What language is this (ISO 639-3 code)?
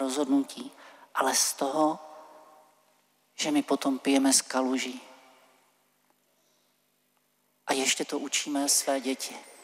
ces